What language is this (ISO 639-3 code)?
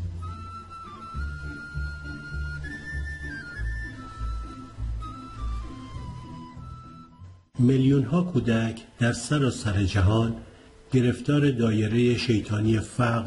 fas